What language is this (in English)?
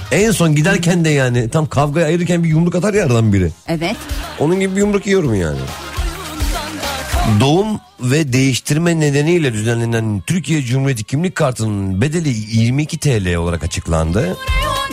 Turkish